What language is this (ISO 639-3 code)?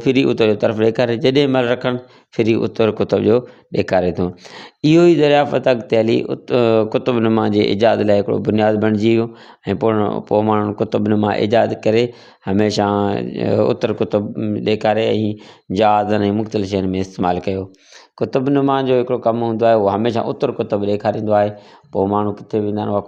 snd